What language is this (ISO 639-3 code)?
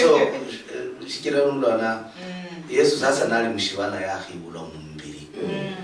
luy